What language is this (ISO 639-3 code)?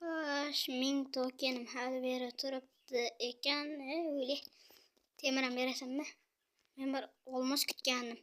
uzb